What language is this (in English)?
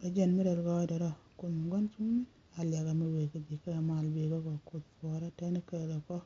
Nuer